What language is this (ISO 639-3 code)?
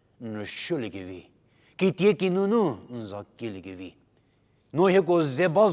njm